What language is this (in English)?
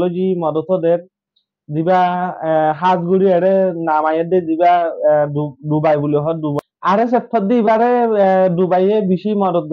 Rohingya